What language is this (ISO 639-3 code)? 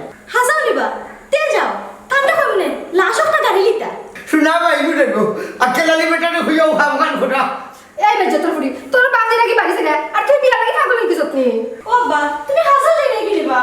syl